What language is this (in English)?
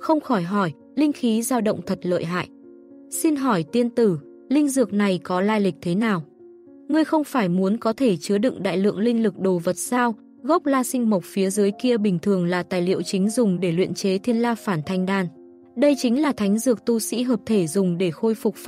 Vietnamese